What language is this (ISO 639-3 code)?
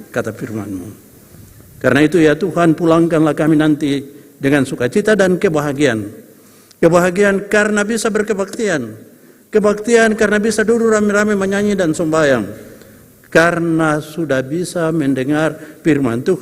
abs